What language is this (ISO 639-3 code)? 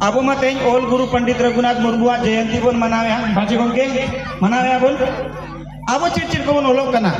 sat